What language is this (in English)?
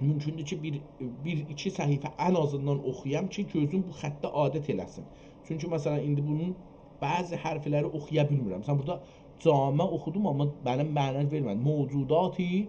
South Azerbaijani